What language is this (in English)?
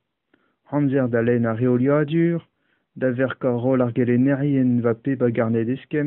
Breton